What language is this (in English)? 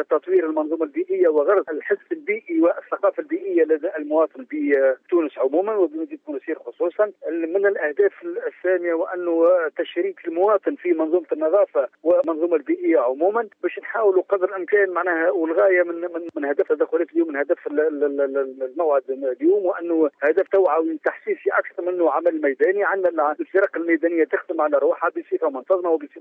Tunisian Arabic